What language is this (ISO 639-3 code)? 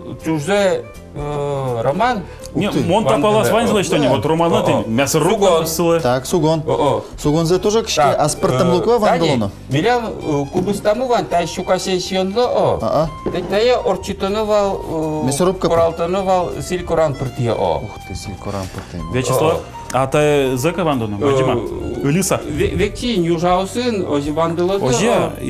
udm